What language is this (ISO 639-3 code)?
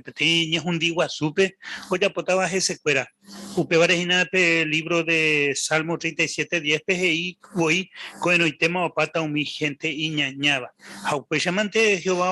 grn